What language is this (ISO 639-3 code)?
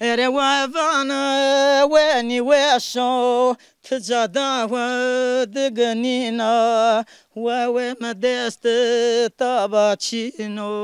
zza